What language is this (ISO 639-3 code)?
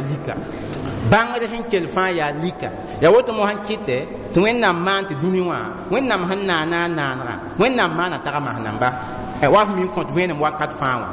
mos